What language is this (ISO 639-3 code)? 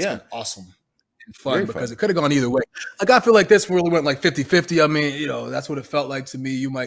eng